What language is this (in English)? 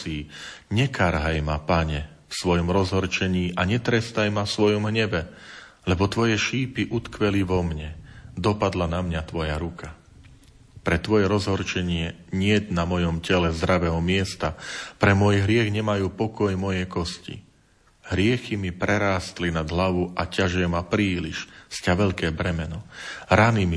Slovak